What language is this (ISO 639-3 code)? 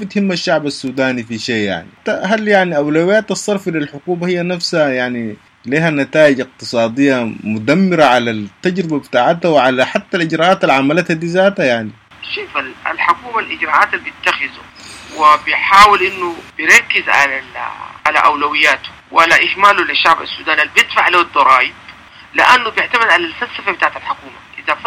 apd